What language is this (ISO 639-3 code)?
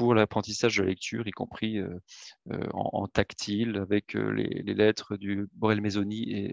fra